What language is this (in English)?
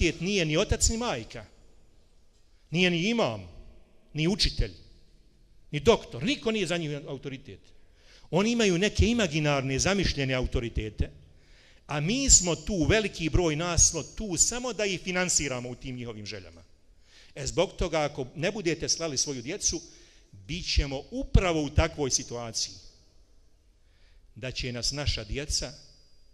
Bosnian